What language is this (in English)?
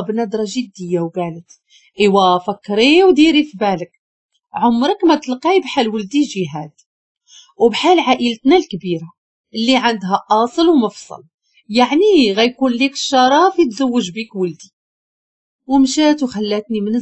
Moroccan Arabic